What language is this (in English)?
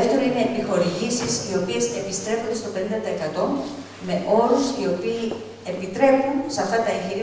Greek